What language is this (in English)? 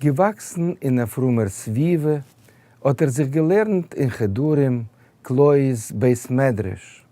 Yiddish